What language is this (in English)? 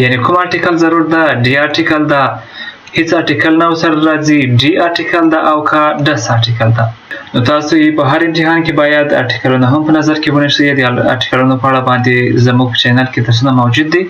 Pashto